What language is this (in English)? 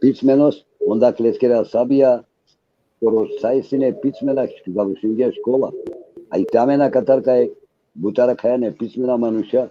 Balkan Romani